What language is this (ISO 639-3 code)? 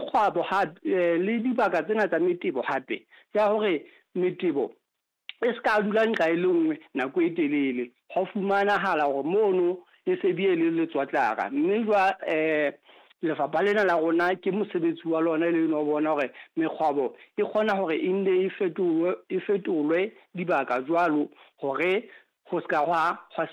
sot